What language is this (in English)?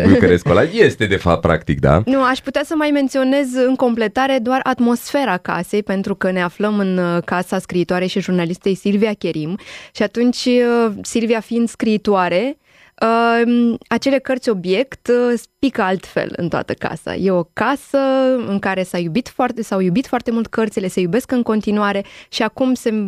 Romanian